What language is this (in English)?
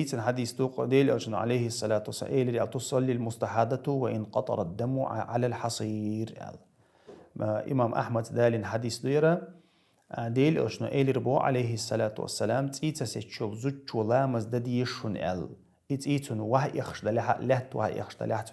Chechen